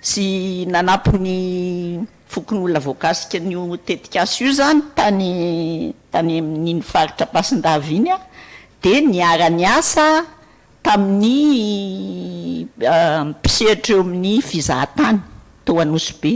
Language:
Malagasy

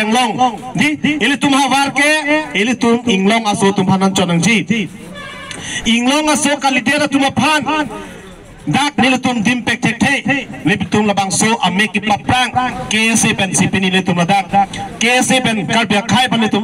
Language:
Karbi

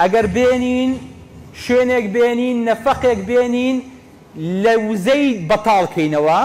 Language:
Central Kurdish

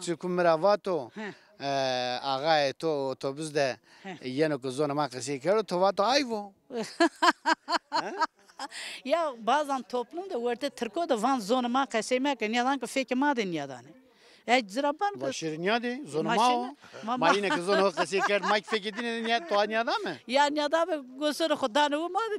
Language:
Zaza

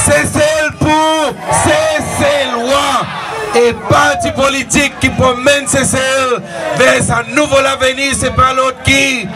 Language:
Seselwa Creole French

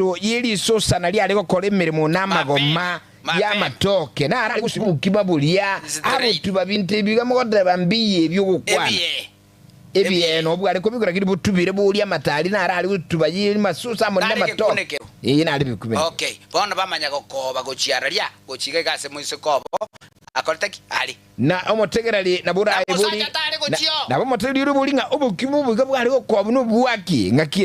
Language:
Gusii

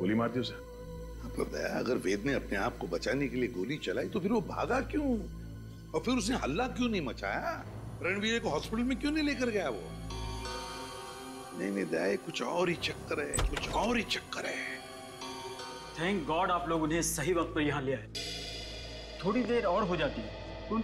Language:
Hindi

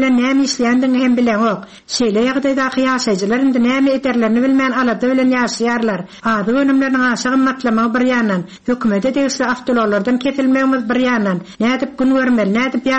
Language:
Turkmen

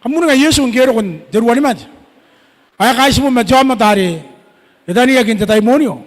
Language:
Gilbertese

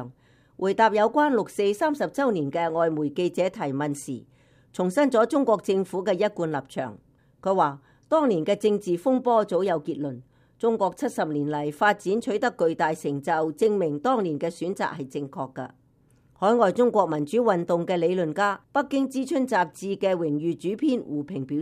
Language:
Cantonese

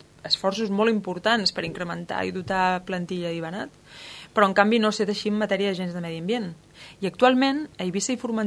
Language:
Catalan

